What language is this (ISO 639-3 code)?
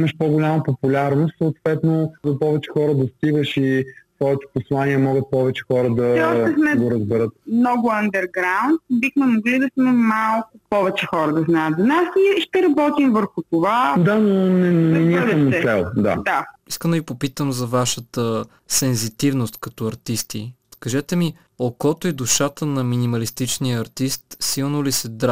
bul